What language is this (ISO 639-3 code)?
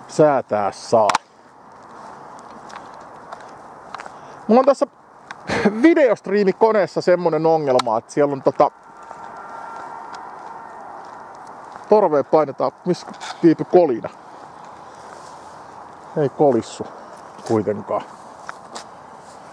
fin